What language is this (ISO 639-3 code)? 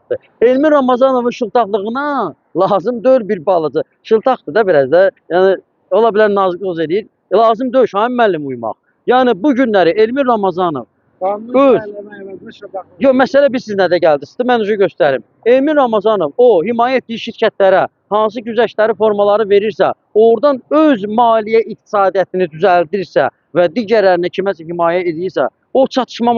aze